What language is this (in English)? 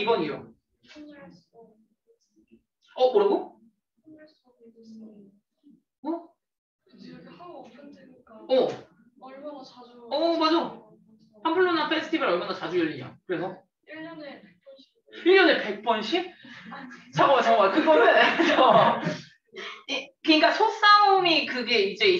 Korean